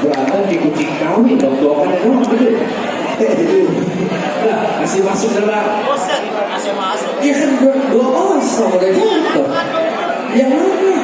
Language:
Betawi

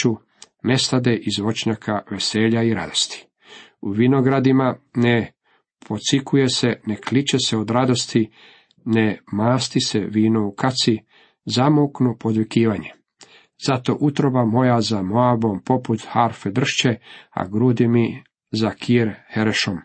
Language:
Croatian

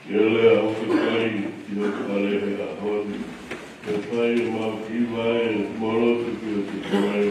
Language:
Tongan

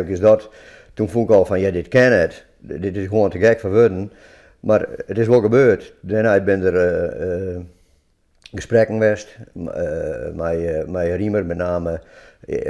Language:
Western Frisian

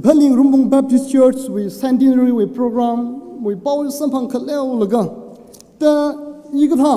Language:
Tangkhul Naga (India)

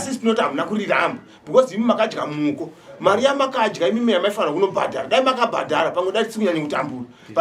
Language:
Shona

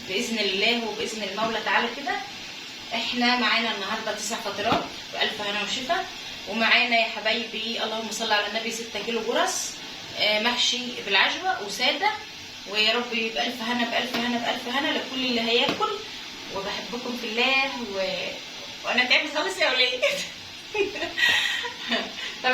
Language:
Egyptian Arabic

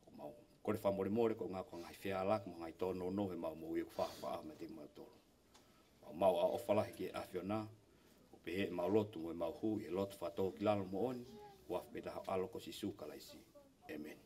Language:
Tongan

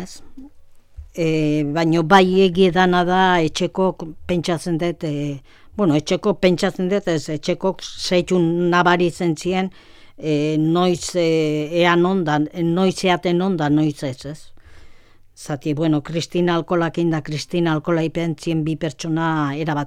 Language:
Basque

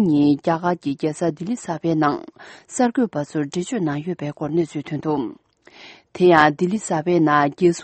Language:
Tibetan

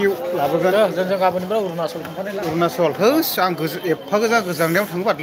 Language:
Bodo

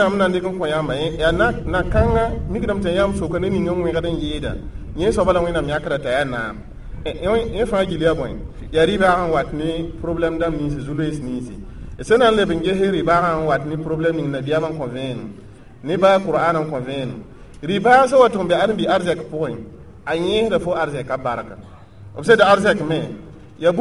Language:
Mossi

